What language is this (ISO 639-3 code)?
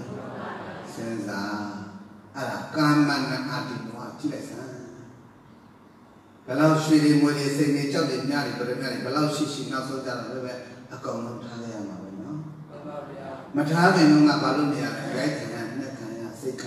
mya